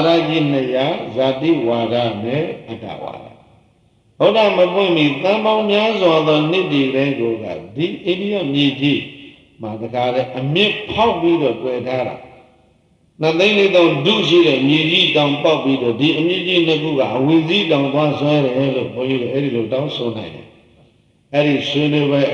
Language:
Burmese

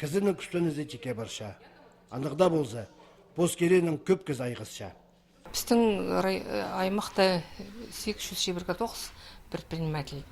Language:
Khakas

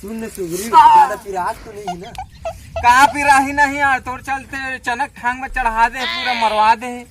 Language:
Chhattisgarhi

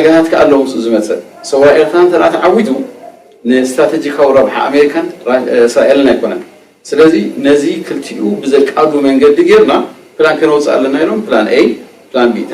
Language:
Tigrinya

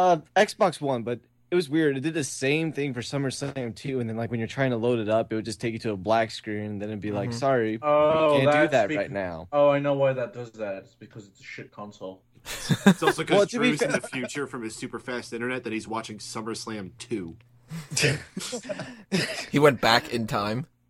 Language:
English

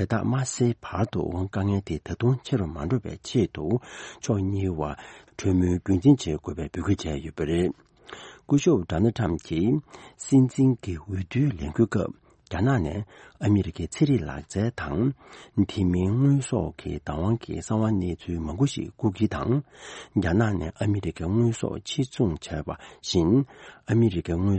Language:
Tibetan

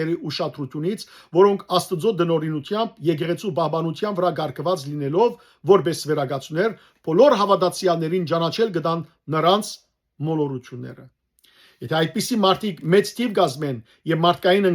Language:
Western Armenian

